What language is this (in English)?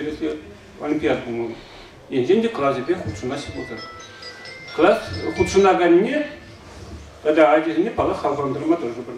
Chuvash